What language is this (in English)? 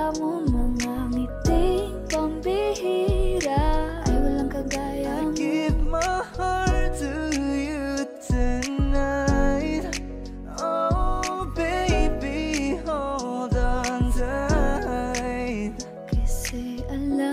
Filipino